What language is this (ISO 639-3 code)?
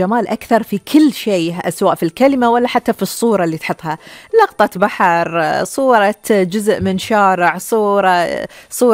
afb